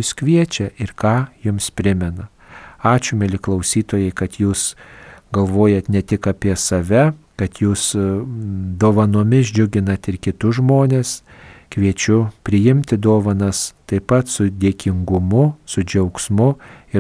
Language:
Lithuanian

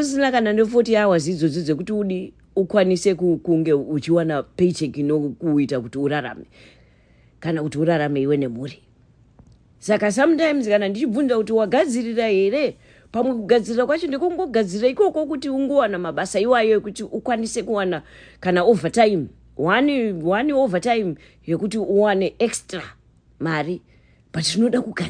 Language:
Shona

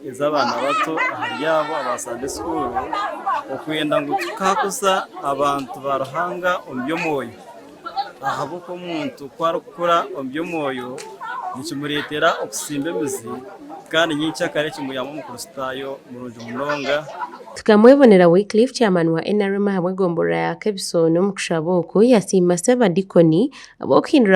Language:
Nyankole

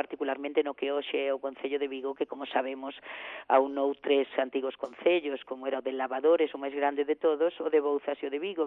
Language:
Galician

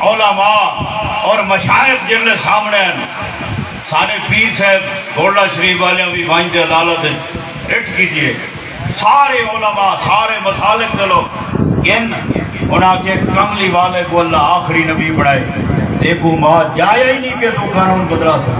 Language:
Saraiki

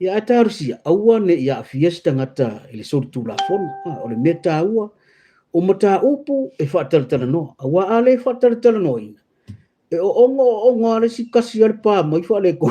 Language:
Samoan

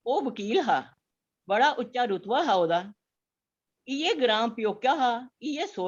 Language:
Dogri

